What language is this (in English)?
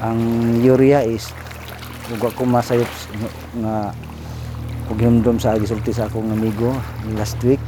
Cebuano